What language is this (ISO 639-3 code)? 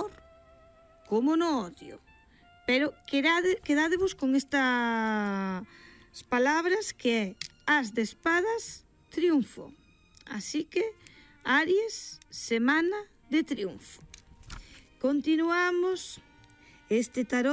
glg